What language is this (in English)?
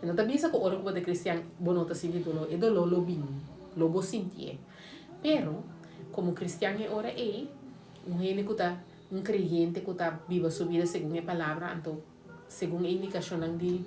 Papiamento